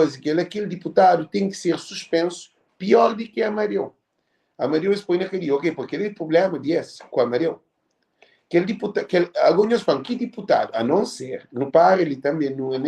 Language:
Kabuverdianu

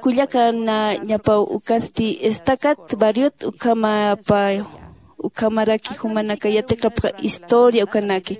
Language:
Aymara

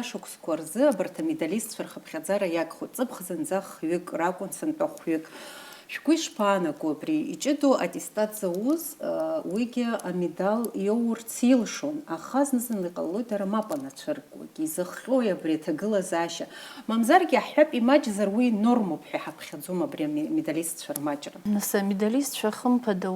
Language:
Abkhazian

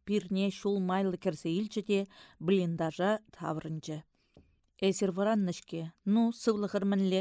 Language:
Chuvash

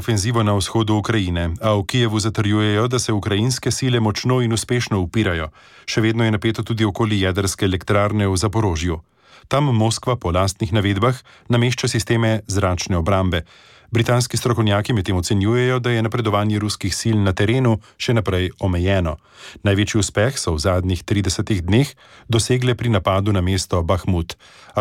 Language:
Slovenian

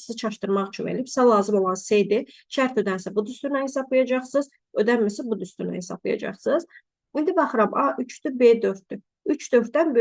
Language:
Azerbaijani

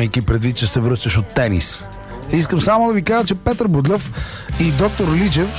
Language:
Bulgarian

